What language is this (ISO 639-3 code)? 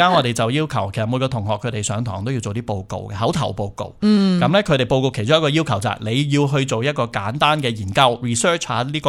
yue